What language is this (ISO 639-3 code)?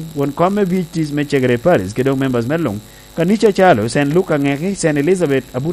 laj